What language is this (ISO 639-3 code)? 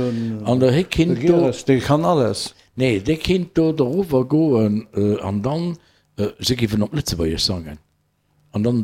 ltz